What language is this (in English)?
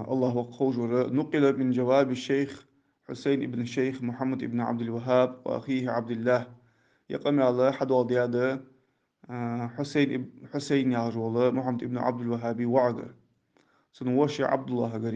Ingush